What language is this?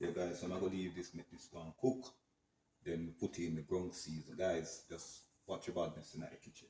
Jamaican Creole English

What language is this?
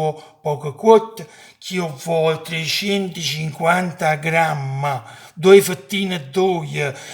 Neapolitan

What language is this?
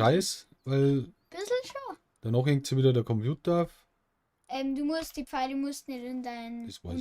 Bavarian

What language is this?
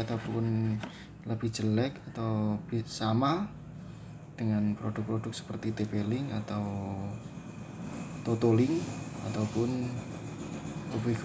Indonesian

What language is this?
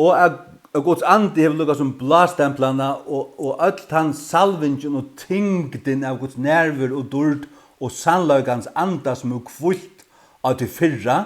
Faroese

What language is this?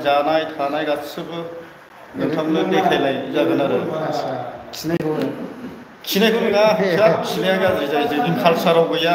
Bodo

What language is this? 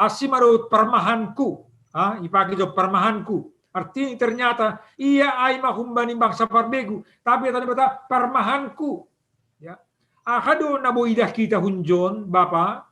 Batak Simalungun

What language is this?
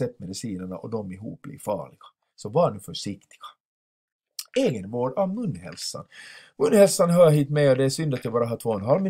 Swedish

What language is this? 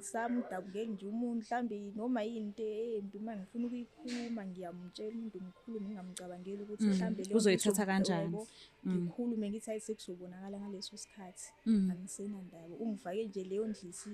Zulu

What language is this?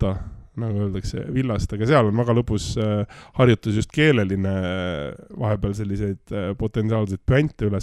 Estonian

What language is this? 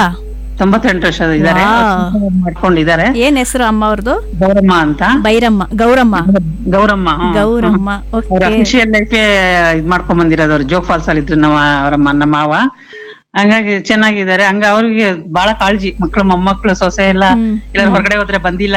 Kannada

